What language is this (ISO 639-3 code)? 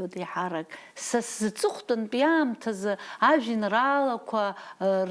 abk